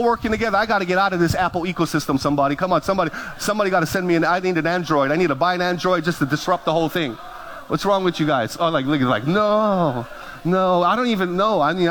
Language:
English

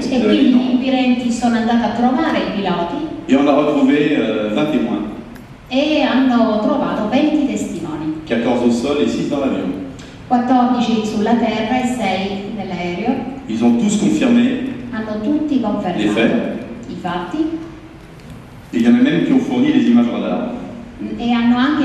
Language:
Italian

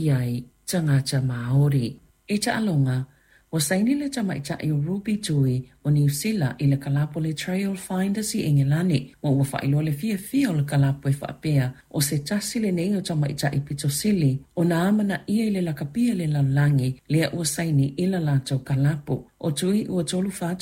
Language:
Samoan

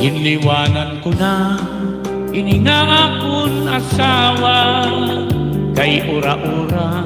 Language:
Waray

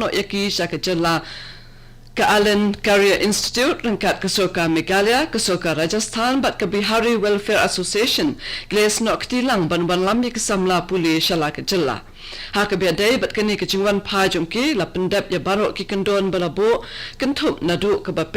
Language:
Khasi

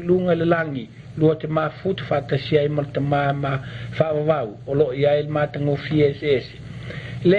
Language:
Samoan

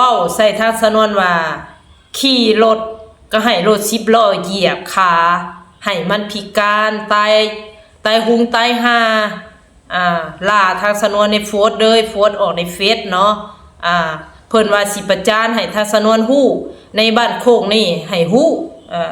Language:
Lao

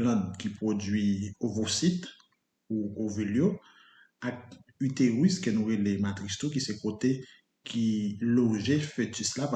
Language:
Haitian Creole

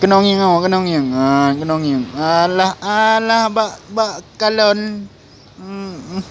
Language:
Achinese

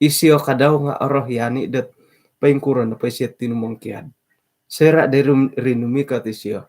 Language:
Central Dusun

